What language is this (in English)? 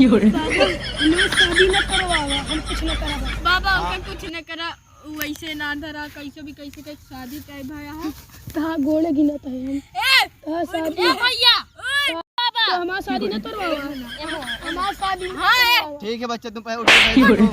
Awadhi